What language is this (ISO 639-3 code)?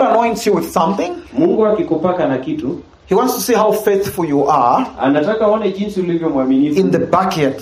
swa